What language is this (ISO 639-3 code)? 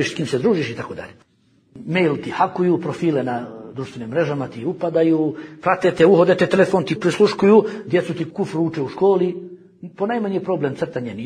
bos